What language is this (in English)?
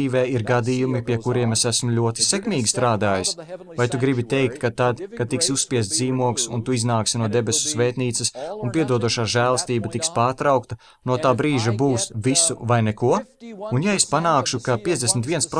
Latvian